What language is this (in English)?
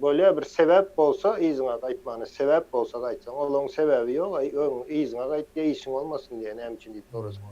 Turkmen